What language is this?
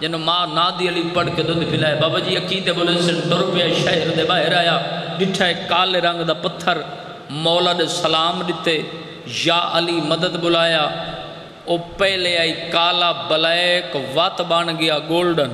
Saraiki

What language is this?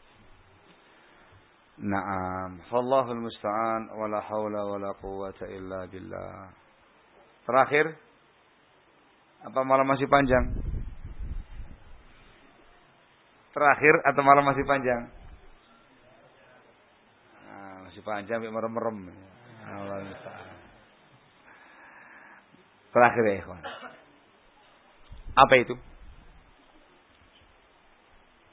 Indonesian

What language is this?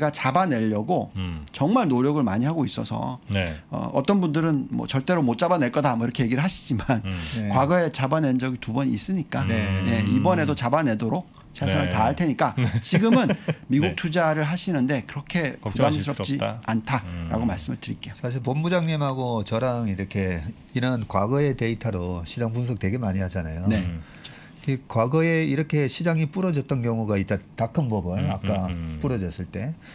Korean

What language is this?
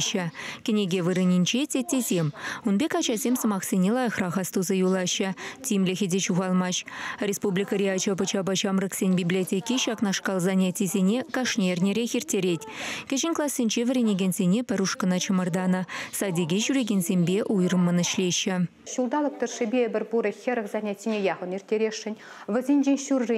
Chuvash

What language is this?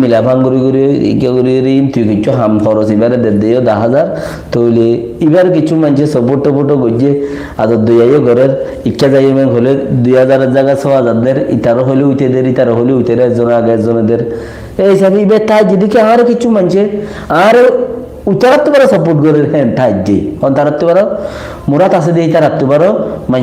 Rohingya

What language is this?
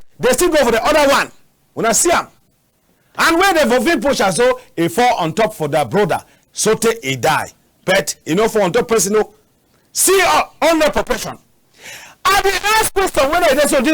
Cameroon Pidgin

